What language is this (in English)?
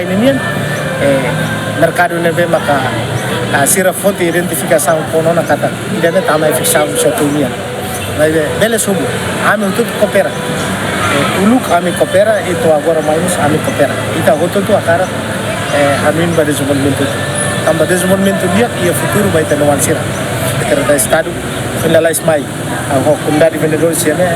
Tetum